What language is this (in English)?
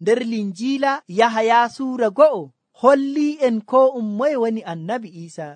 Nigerian Fulfulde